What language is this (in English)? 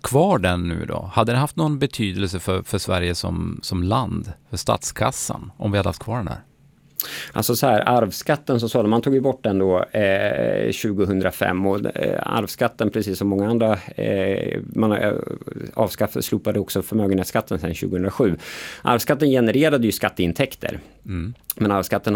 Swedish